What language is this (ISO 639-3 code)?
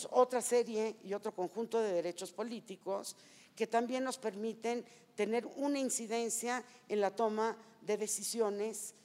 spa